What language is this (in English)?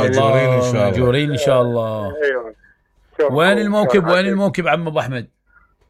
Mesopotamian Arabic